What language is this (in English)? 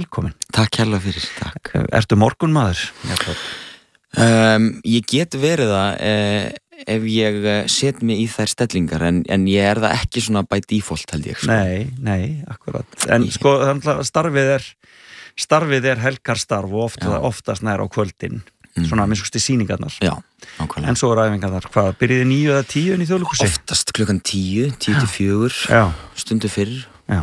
Icelandic